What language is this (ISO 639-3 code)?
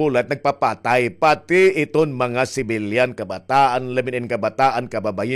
war